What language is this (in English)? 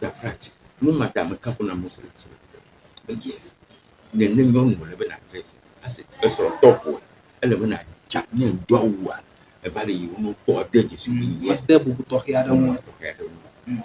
Ewe